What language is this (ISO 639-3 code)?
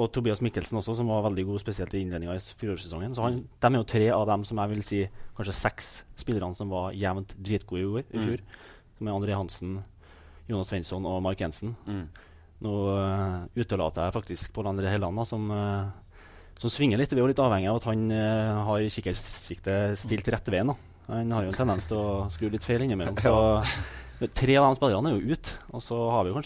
nor